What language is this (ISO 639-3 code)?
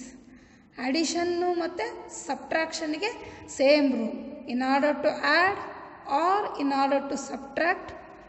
kan